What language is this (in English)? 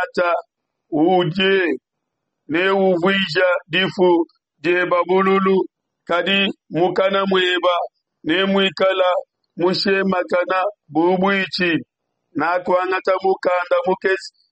Luba-Lulua